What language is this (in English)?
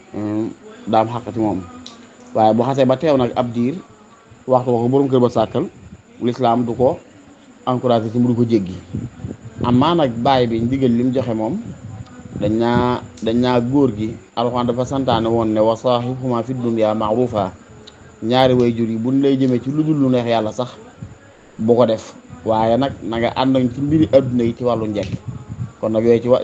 Wolof